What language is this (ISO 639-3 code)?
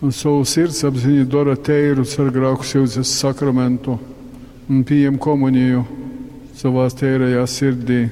ltg